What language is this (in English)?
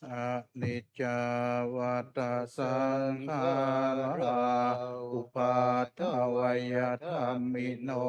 Pali